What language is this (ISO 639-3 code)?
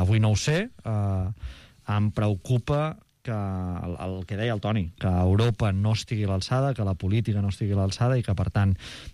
cat